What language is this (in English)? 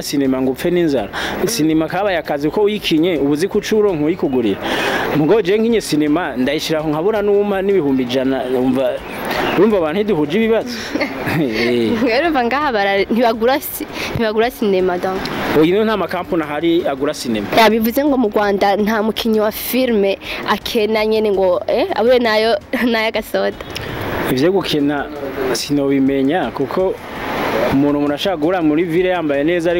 Rundi